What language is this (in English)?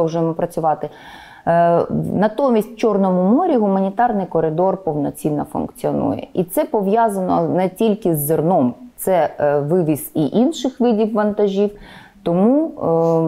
Ukrainian